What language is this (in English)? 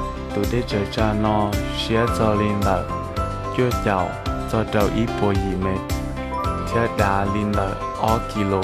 Hmong